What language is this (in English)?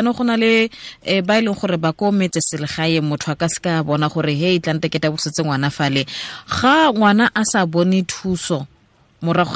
Tswana